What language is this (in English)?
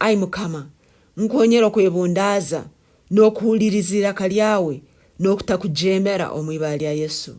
Nyankole